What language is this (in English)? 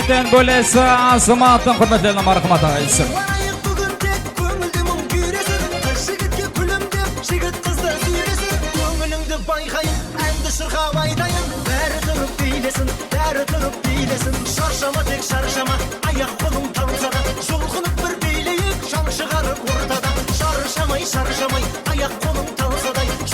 Kara-Kalpak